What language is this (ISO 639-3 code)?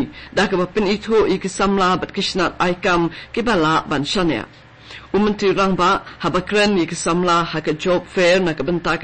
kha